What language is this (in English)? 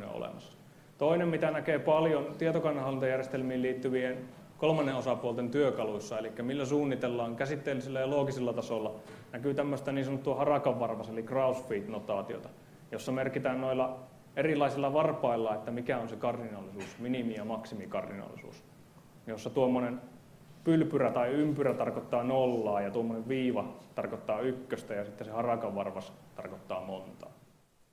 Finnish